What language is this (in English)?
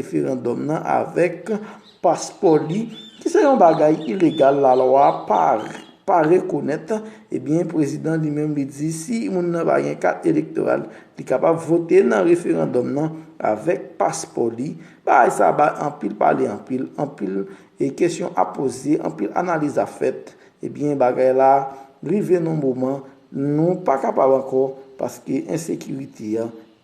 Haitian Creole